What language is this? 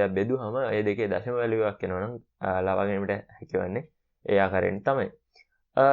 Sinhala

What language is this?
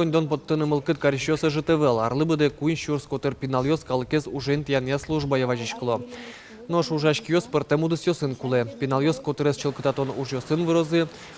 Udmurt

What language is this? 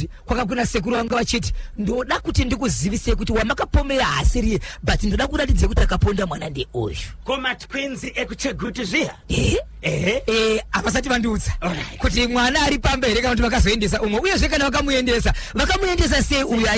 Shona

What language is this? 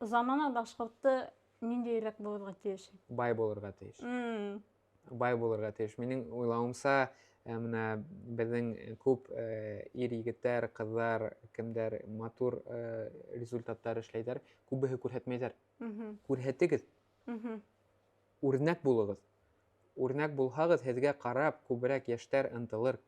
Bashkir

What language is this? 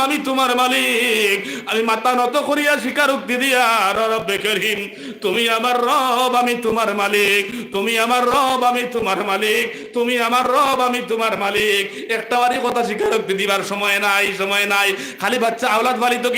Sylheti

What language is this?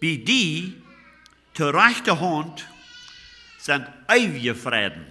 Plautdietsch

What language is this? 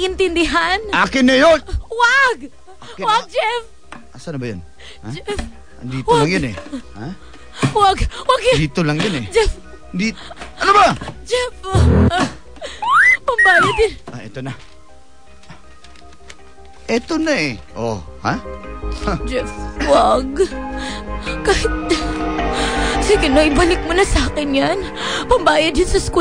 Filipino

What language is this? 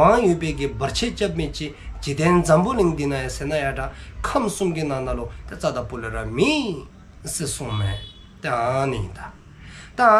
Dzongkha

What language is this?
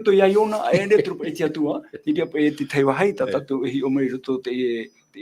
Tahitian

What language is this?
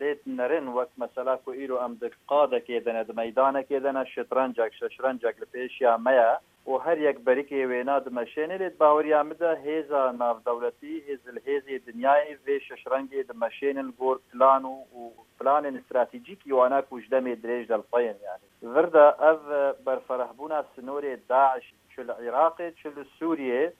Kurdish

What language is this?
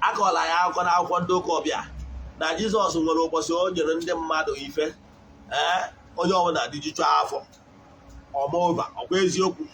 Igbo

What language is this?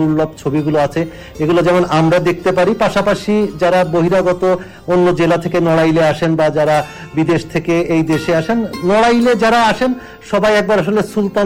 Bangla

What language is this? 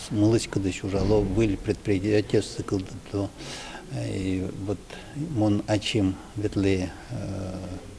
Udmurt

